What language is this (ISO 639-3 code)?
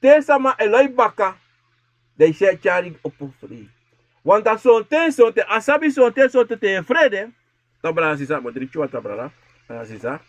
srn